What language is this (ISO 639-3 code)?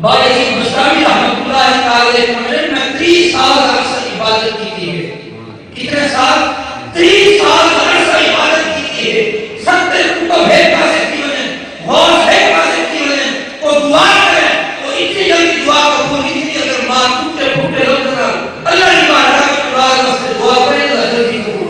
skr